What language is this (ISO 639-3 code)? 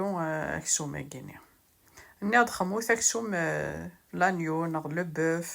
kab